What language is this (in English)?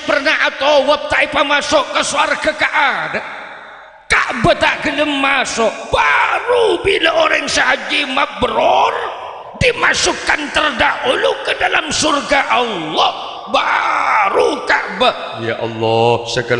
Madurese